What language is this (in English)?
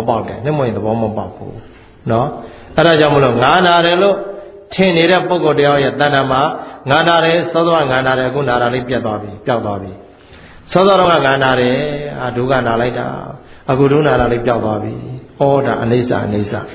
Burmese